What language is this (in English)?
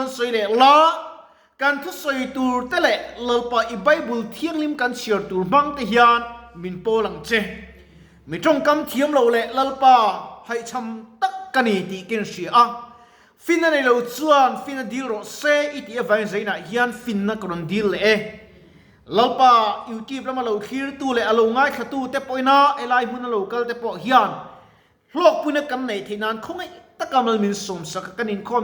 Mizo